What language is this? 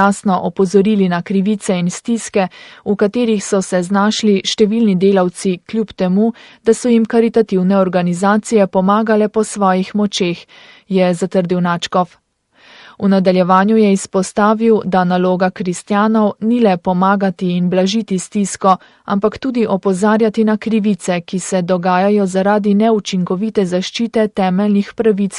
Slovenian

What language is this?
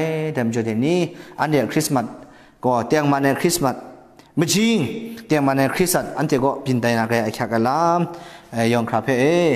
Kachin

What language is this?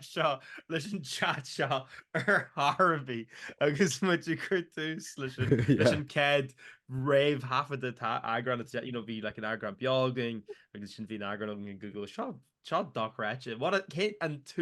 Irish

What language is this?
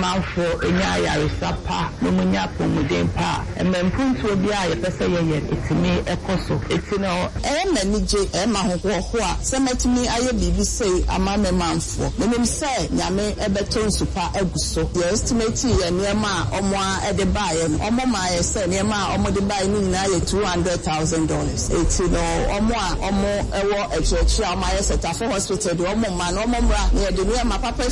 Akan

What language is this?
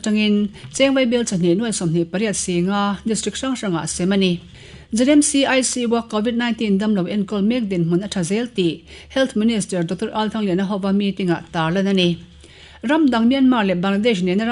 Mizo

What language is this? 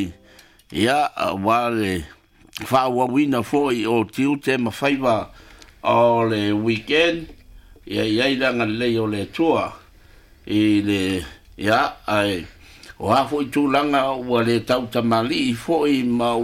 Samoan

